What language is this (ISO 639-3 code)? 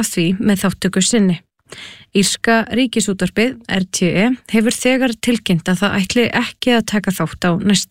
isl